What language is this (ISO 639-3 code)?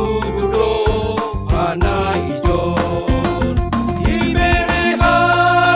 bts